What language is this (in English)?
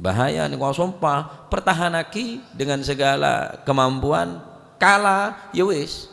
Madurese